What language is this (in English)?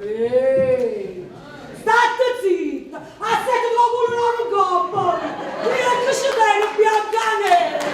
Neapolitan